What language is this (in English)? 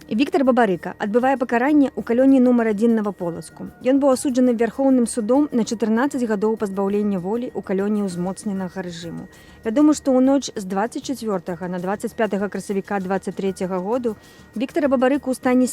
Belarusian